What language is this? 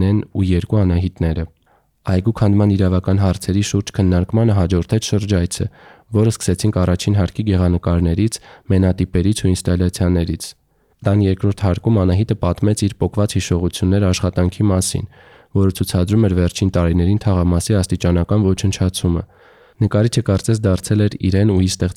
Armenian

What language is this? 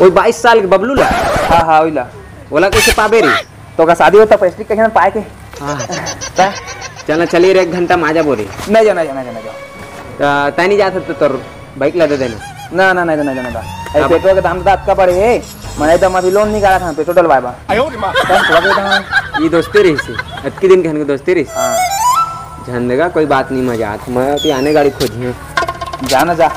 Chhattisgarhi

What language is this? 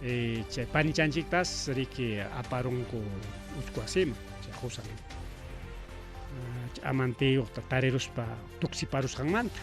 Ayacucho Quechua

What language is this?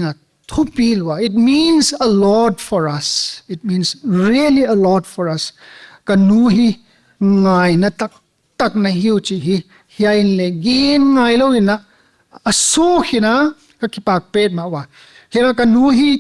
Paite Chin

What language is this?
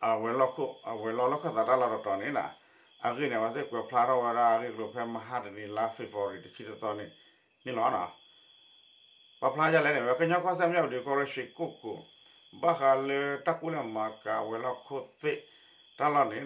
S'gaw Karen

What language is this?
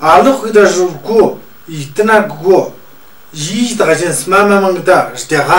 Tu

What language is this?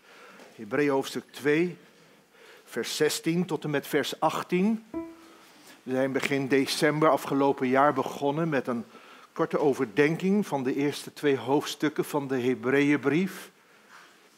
Dutch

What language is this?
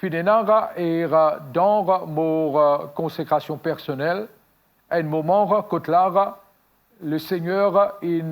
Morisyen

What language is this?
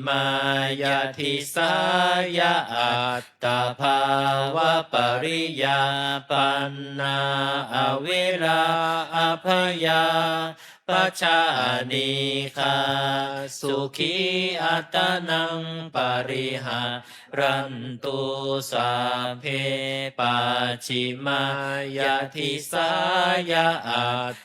Pali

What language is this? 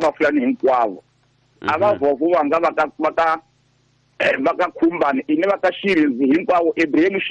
Tsonga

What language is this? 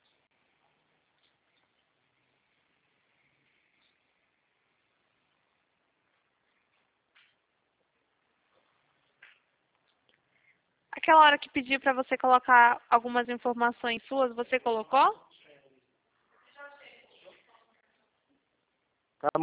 Portuguese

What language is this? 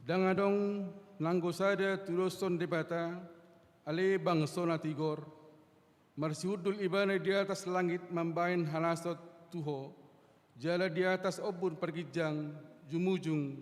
Batak Toba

